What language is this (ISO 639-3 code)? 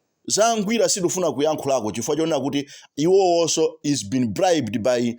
nya